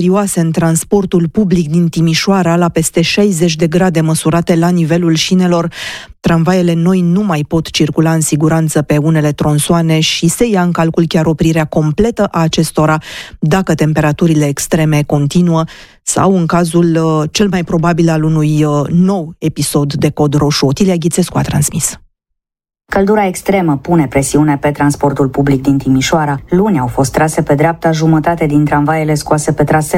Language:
Romanian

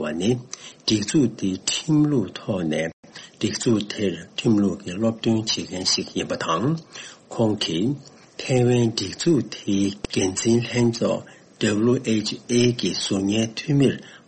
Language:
Tibetan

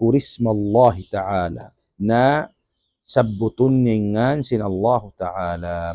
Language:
Tausug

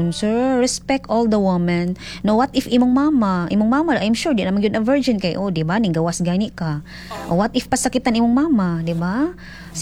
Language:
Cebuano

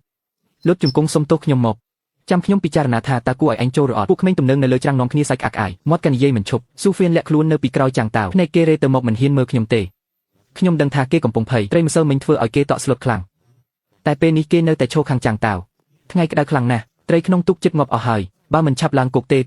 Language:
Khmer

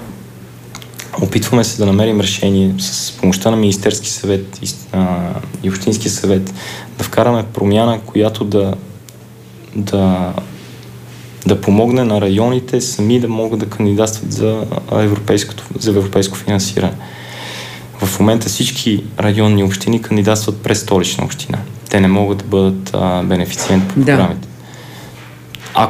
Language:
Bulgarian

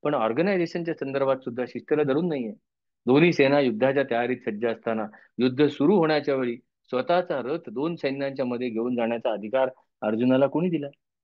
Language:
Marathi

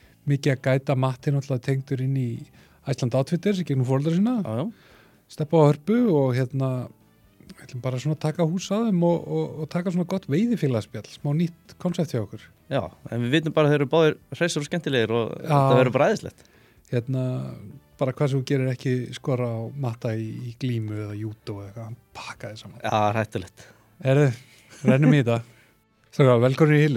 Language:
Icelandic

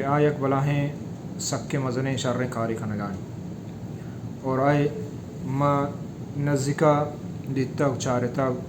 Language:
Baluchi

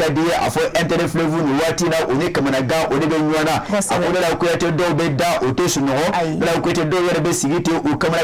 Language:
Bambara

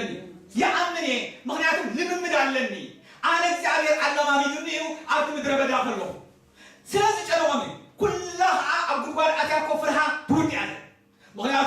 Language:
Tigrinya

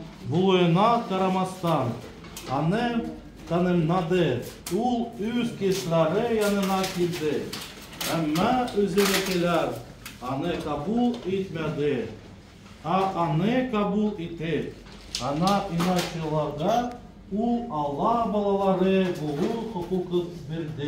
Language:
Tatar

